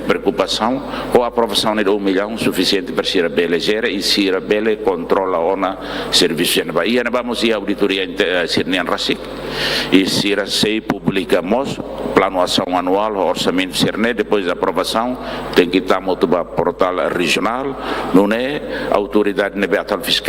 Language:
Tetum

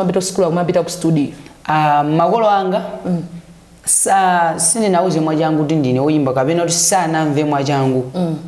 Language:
Nyanja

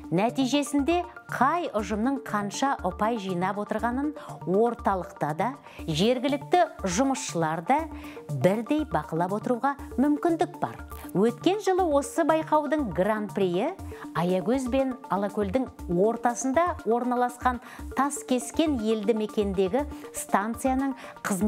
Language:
Kazakh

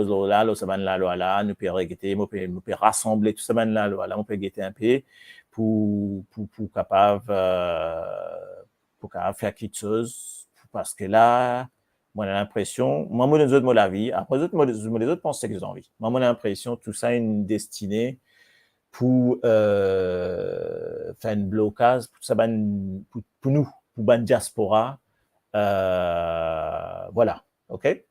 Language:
Morisyen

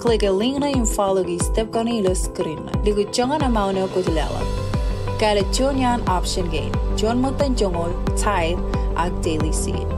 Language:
Marshallese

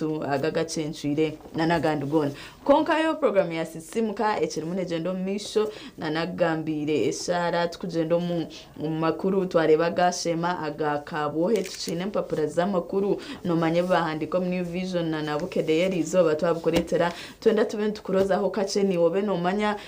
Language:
Nyankole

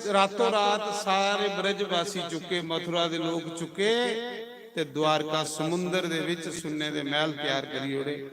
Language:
Dogri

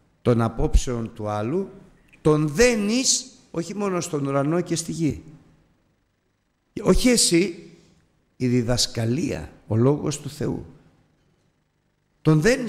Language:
Greek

